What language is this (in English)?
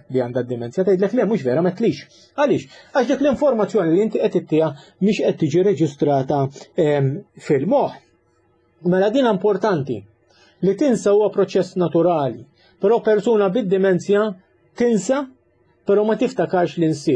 Maltese